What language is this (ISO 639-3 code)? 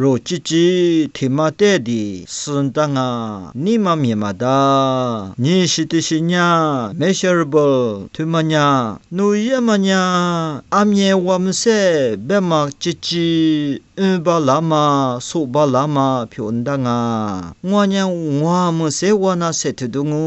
lis